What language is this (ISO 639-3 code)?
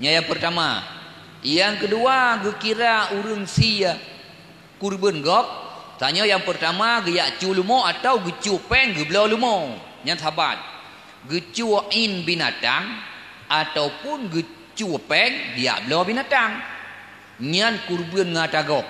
ace